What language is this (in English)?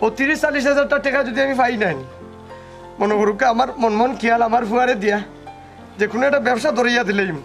Sylheti